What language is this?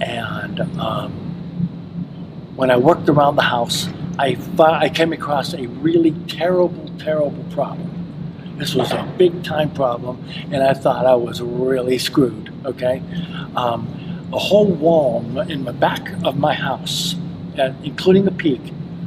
English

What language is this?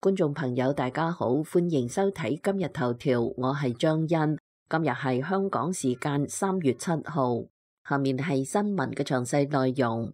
Cantonese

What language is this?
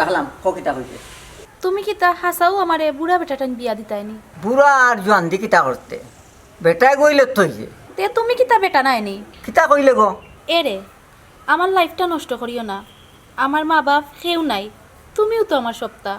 Sylheti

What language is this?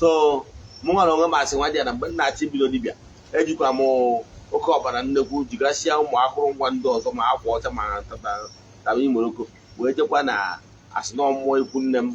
Igbo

